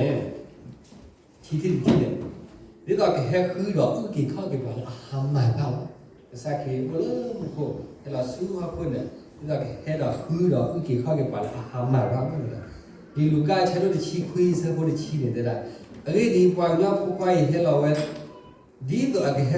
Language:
S'gaw Karen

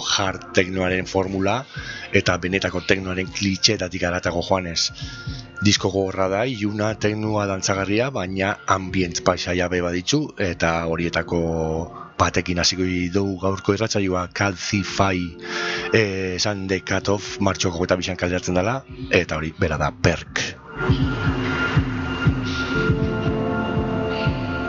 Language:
Basque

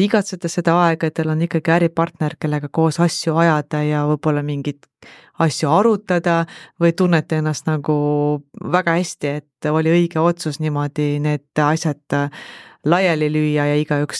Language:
Estonian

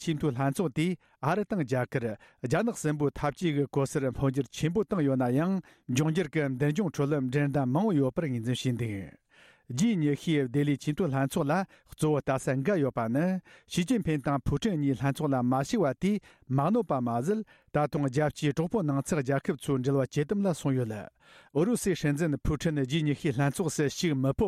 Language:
Tibetan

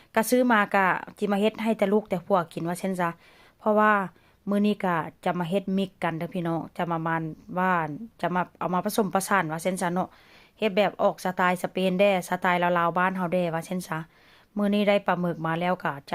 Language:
Northeastern Thai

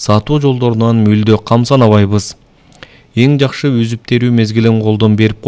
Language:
Kyrgyz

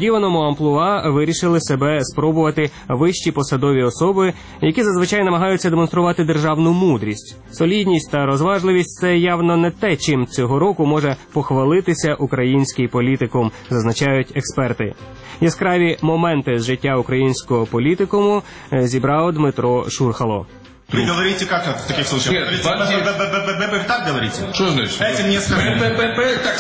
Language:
Ukrainian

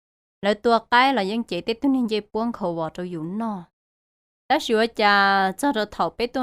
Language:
Hmong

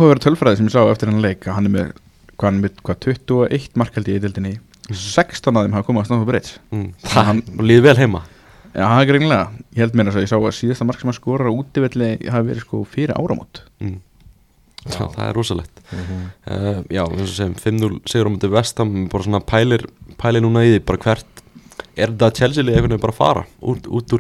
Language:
Icelandic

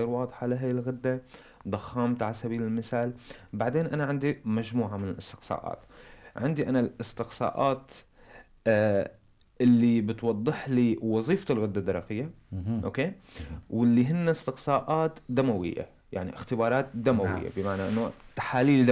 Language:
North Levantine Arabic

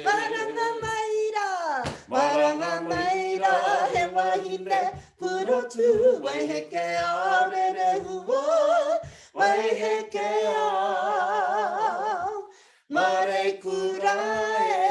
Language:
Māori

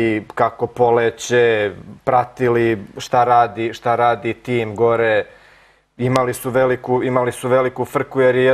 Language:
Serbian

